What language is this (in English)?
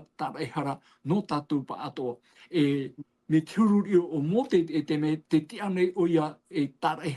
Tahitian